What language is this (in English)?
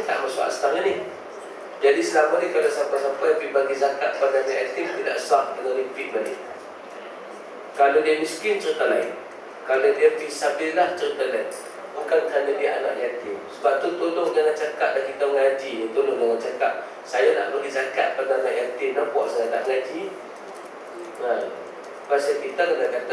Malay